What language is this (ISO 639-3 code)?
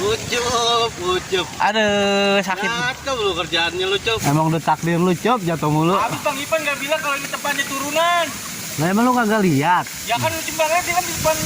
bew